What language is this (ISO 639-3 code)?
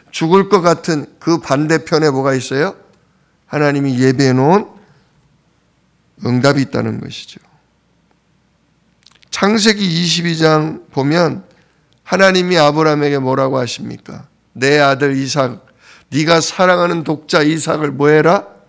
kor